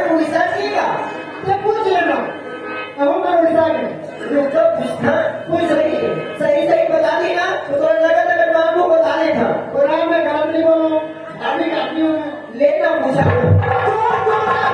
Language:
Chhattisgarhi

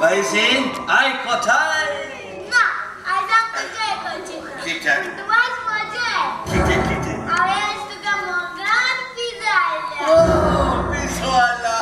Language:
Konkani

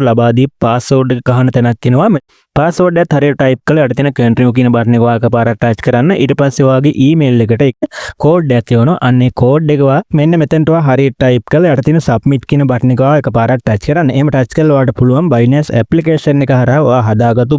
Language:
Sinhala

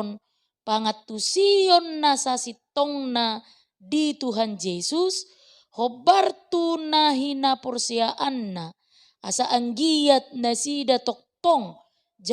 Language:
Batak Toba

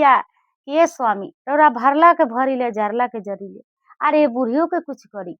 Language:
Bhojpuri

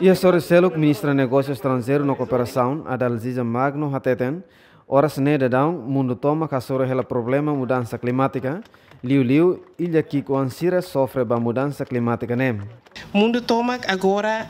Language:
Tetum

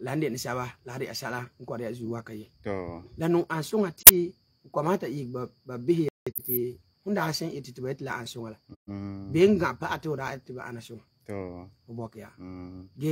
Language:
Frafra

